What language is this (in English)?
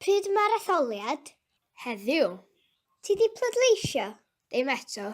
Welsh